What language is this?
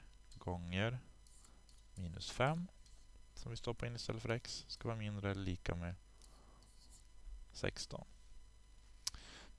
Swedish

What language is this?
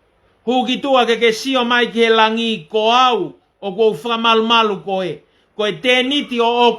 Tongan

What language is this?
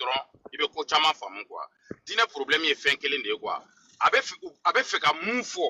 Bambara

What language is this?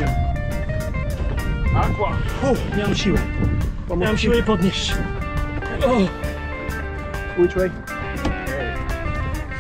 Polish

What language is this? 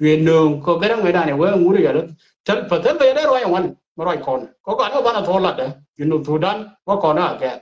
Nuer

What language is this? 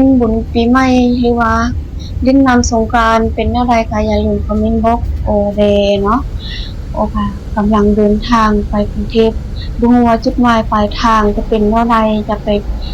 Lao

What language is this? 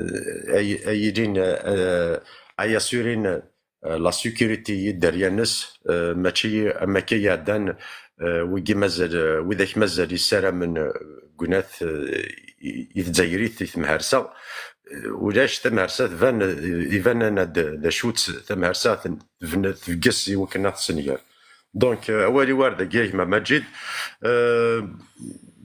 Kabyle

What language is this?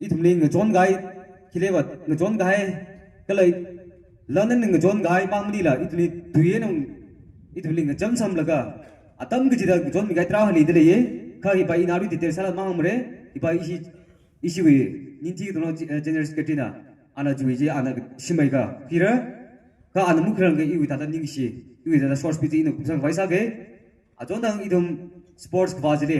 Tangkhul Naga (India)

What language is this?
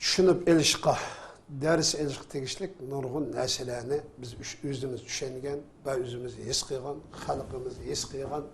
Uyghur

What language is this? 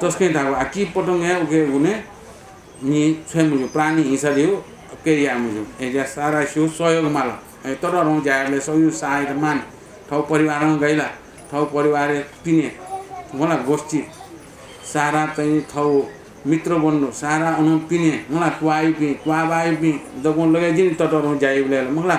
Newari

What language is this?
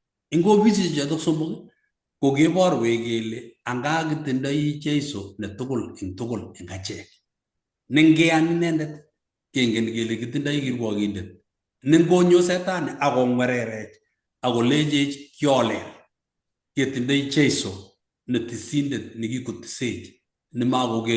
Kalenjin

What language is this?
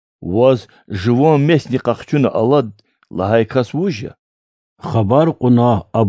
Lezghian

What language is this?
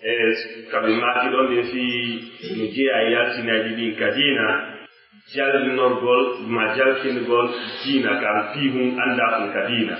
Pular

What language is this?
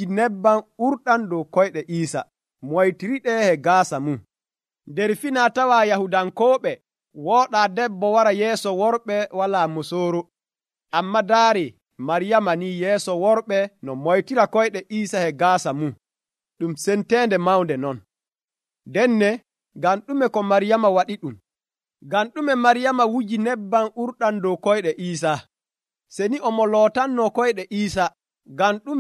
Nigerian Fulfulde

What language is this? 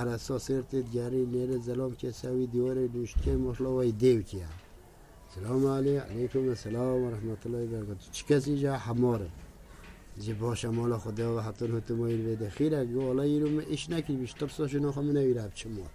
Kurdish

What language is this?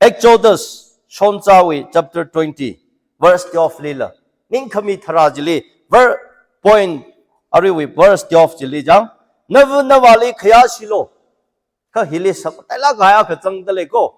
Tangkhul Naga (India)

